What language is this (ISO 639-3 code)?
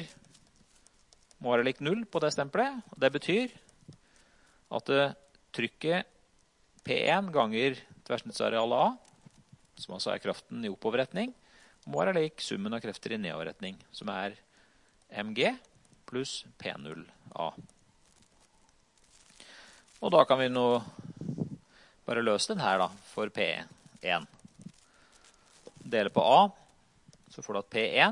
nor